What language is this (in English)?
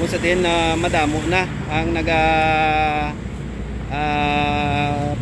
Hiligaynon